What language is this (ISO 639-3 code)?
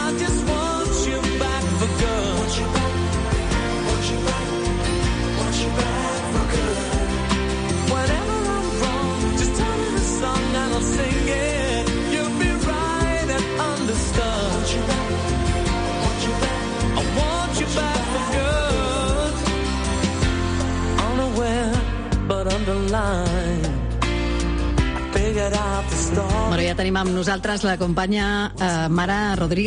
cat